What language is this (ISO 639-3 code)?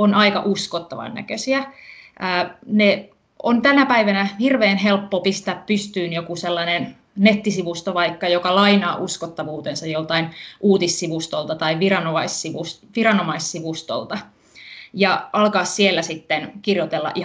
fin